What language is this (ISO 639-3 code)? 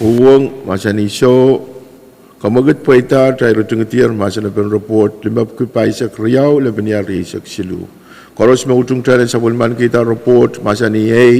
pon